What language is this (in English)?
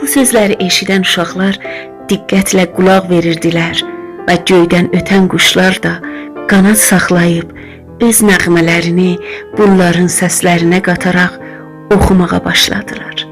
South Azerbaijani